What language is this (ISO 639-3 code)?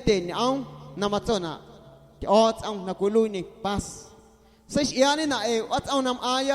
amu